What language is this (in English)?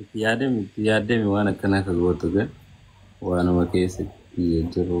Oromo